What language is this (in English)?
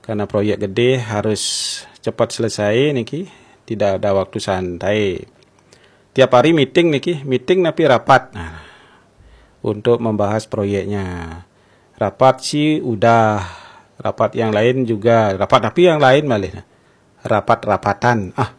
Balinese